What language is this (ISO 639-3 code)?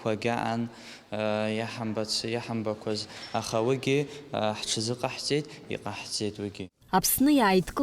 abk